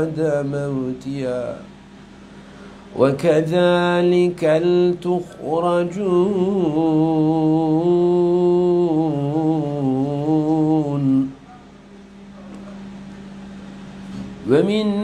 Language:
Turkish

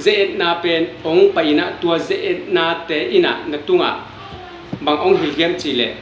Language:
Tedim Chin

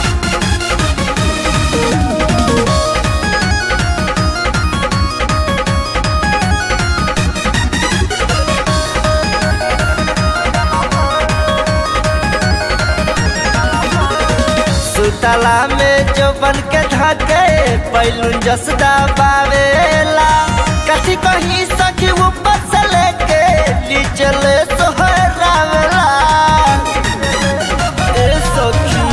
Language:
Bhojpuri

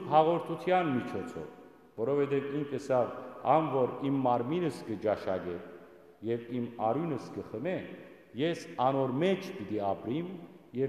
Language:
Western Armenian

